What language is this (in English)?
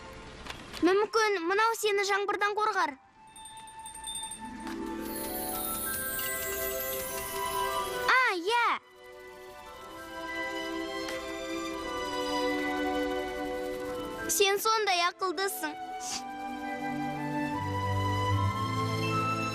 Kazakh